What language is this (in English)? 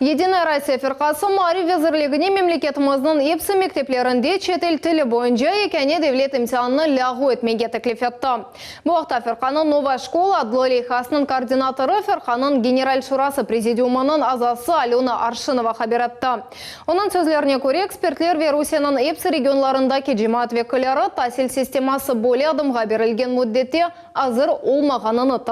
Crimean Tatar